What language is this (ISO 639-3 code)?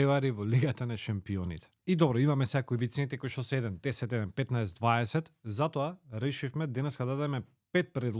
mkd